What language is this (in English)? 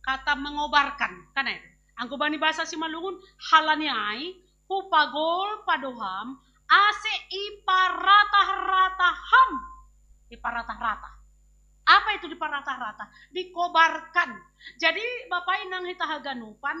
Batak Simalungun